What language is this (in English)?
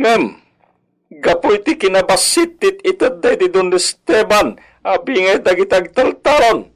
Iloko